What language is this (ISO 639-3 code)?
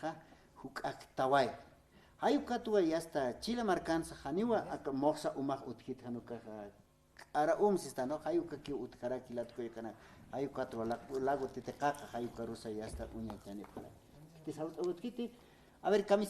aym